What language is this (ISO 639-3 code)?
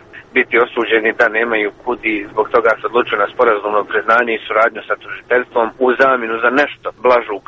hrv